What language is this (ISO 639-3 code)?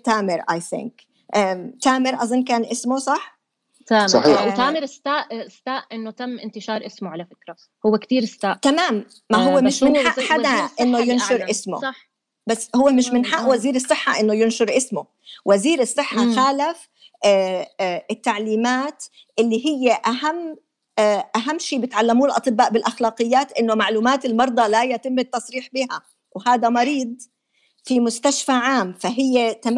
apc